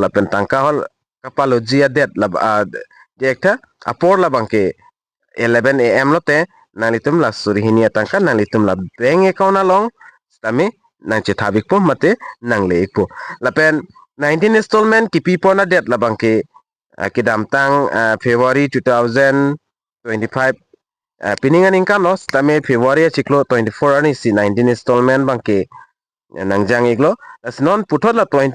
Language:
Karbi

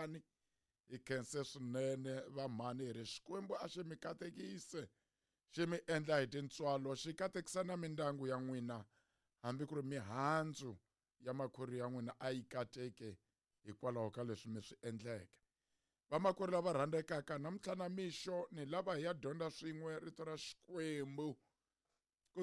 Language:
Tsonga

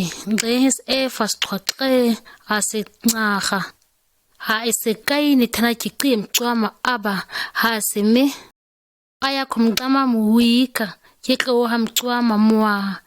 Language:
ǁGana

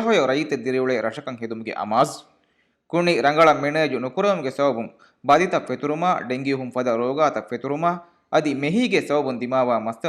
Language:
Divehi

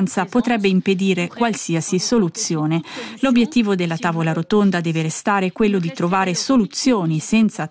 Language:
Italian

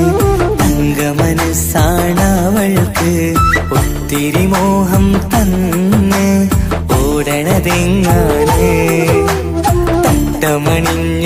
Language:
Malayalam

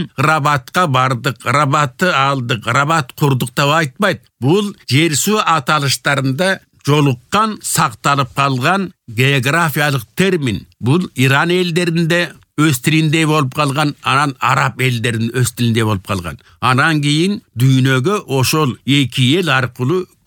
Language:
Kyrgyz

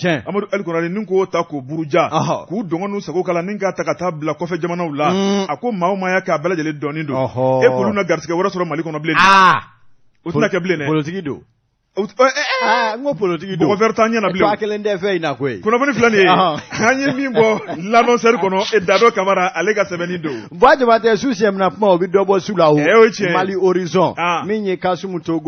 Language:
Bambara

